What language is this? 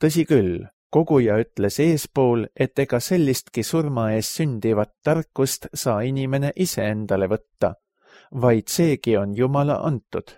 Estonian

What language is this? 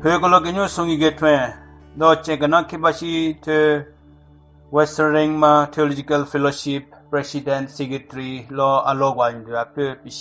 Southern Rengma Naga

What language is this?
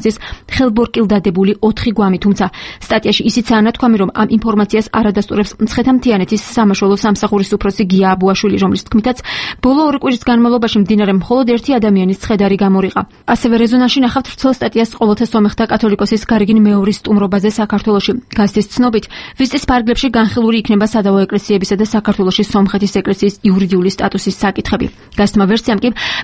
Georgian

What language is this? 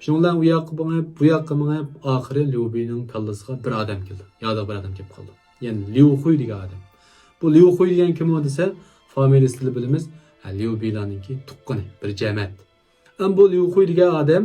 Uyghur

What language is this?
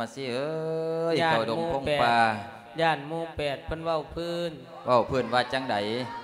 Lao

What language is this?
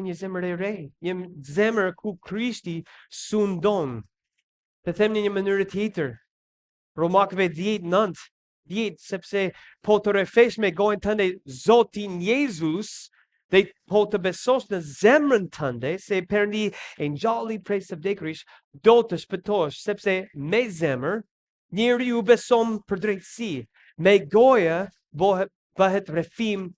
Albanian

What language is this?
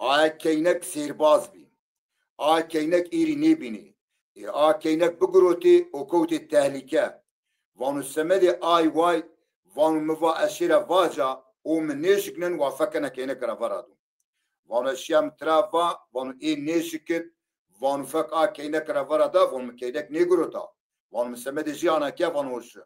Zaza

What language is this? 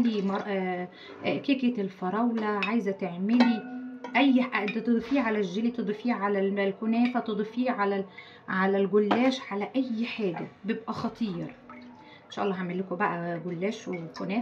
Egyptian Arabic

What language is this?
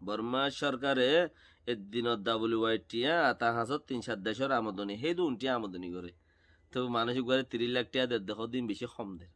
Rohingya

